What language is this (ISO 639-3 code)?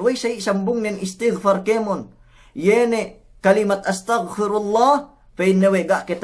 yka